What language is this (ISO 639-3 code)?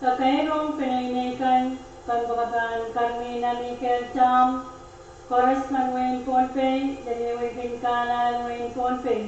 pon